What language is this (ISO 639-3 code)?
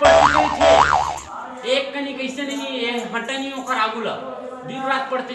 hne